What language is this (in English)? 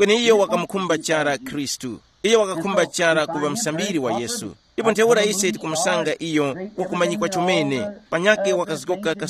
Tumbuka